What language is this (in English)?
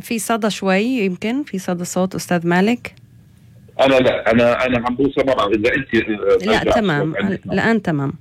North Levantine Arabic